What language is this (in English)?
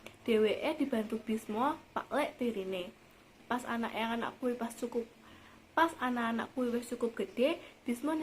Javanese